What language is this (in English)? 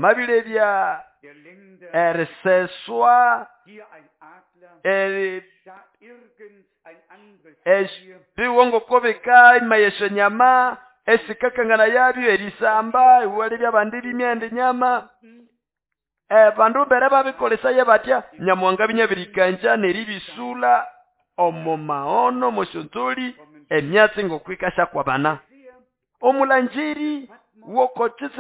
Nande